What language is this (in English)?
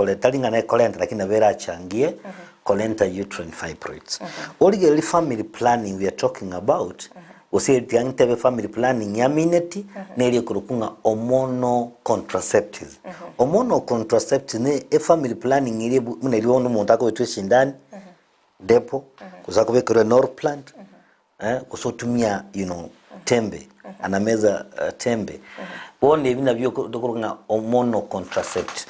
Gusii